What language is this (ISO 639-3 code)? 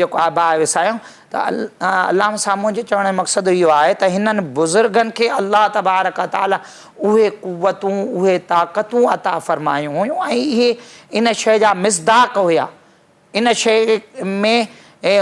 snd